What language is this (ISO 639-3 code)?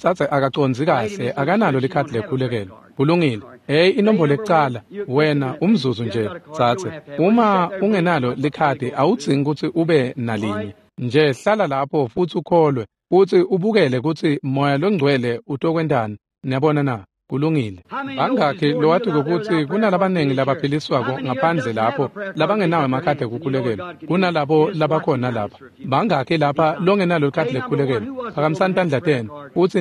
ssw